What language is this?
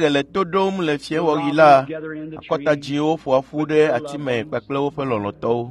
Ewe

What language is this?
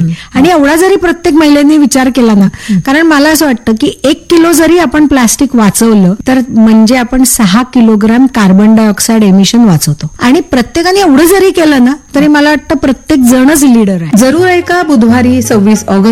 Marathi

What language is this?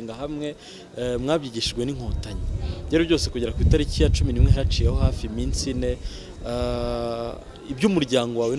Kinyarwanda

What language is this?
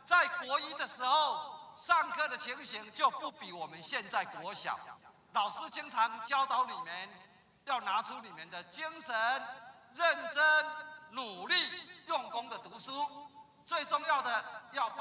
Chinese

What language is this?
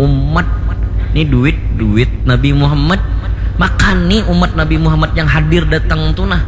Banjar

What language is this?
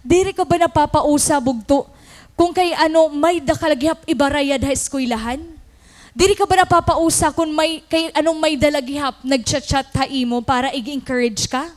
Waray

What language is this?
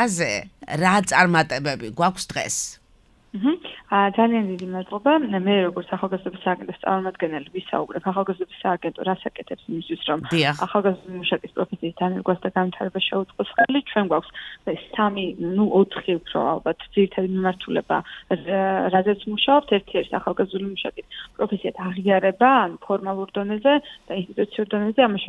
Georgian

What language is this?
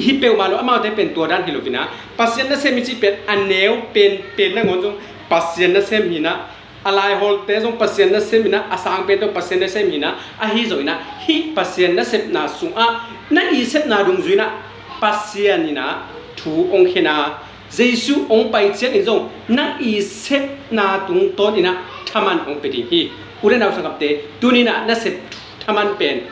Tedim Chin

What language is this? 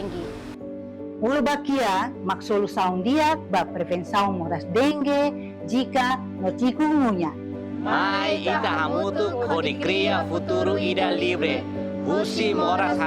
Tetum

